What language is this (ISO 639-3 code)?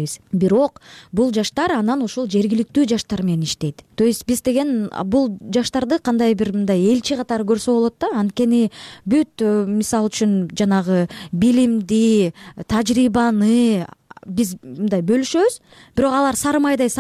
kir